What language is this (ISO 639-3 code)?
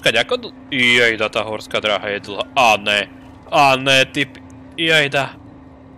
slk